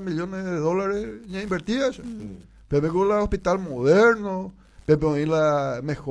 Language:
Guarani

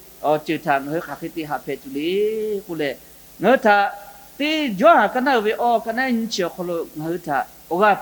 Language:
Lahu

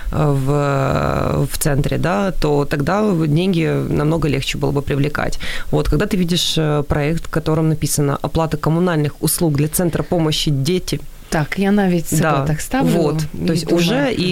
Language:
Ukrainian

